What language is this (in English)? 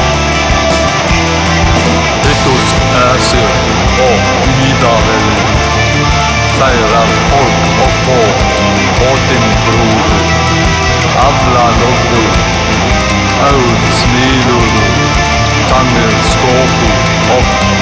Icelandic